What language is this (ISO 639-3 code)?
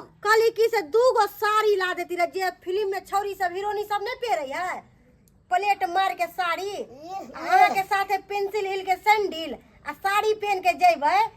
mai